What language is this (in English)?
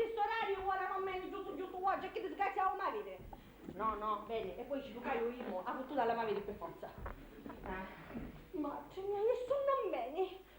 Sicilian